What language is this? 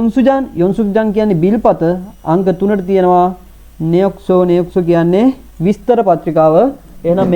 Sinhala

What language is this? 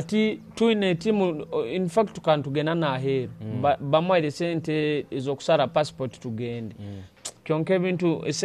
Nyoro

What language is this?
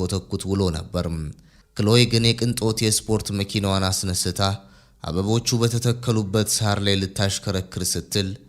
Amharic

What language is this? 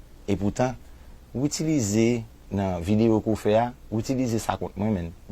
Haitian Creole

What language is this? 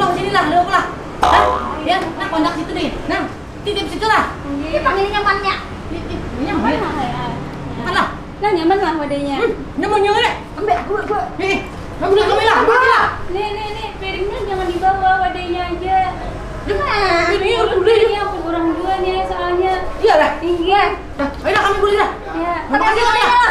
Banjar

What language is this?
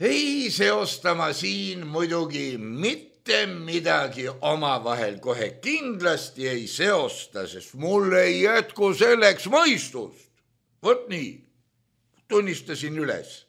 Estonian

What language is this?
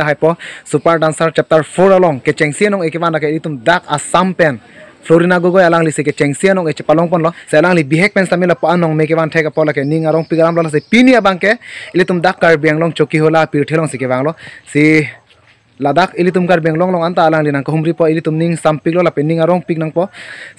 Karbi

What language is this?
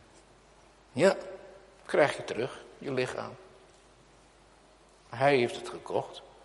Dutch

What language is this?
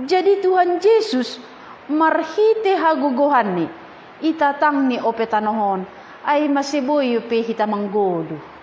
Batak Simalungun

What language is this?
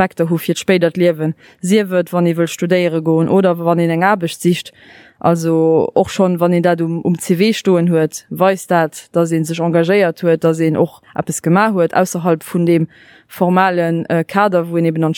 Luxembourgish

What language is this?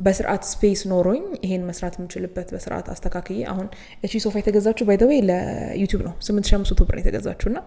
Amharic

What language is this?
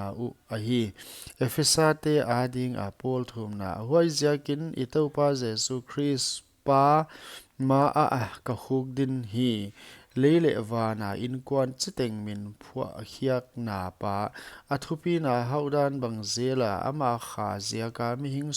Paite Chin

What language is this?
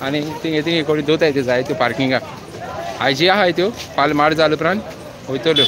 Konkani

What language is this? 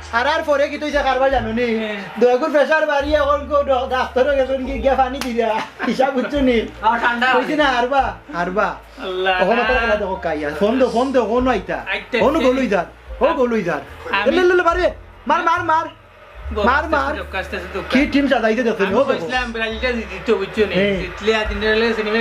Sylheti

